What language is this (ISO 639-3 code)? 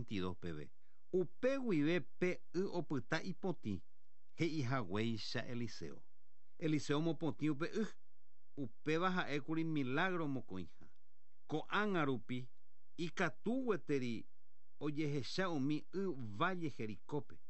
grn